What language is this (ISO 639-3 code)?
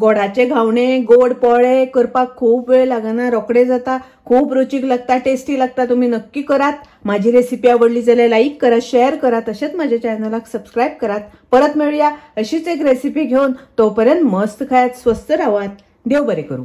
kok